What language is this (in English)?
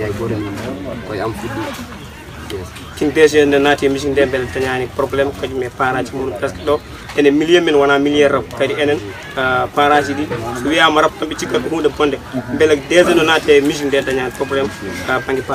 Pular